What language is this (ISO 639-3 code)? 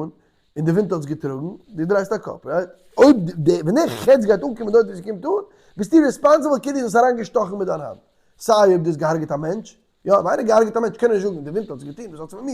yid